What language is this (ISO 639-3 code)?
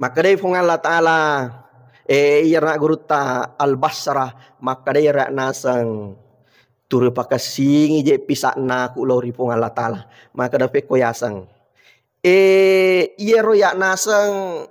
bug